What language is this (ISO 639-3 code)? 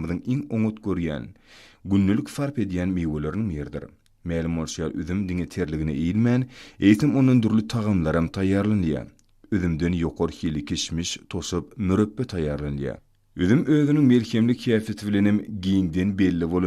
tuk